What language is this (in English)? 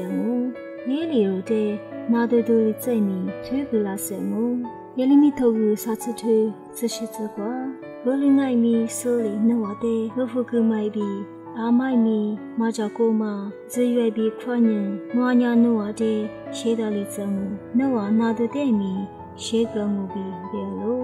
Lisu